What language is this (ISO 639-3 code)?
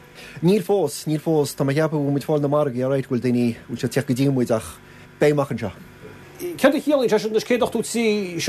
gle